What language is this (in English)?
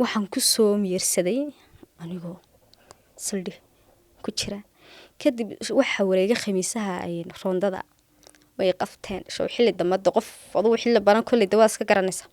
Somali